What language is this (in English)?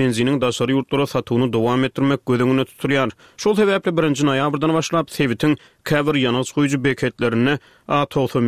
Turkmen